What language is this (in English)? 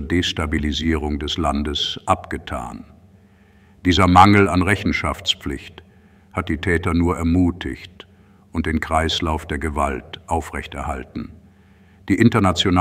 German